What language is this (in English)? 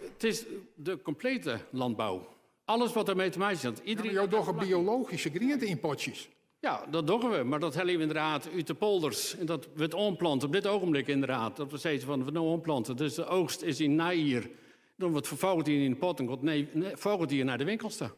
Western Frisian